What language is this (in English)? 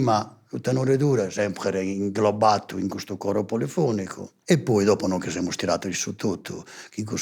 Sardinian